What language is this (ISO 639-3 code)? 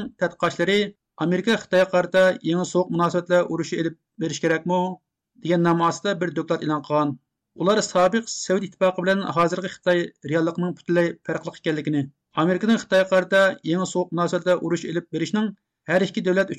uig